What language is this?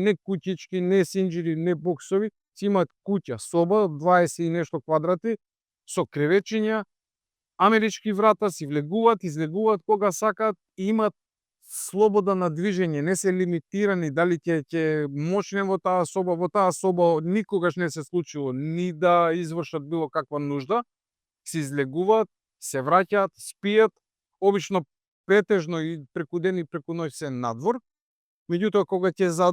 Macedonian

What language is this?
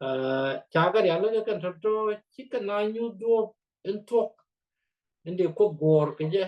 Nuer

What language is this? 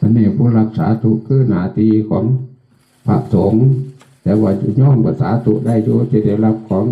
Northeastern Thai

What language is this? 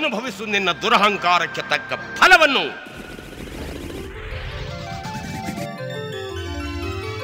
Kannada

